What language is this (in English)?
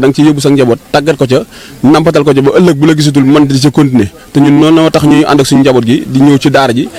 Wolof